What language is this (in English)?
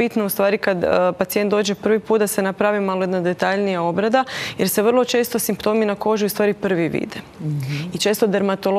Croatian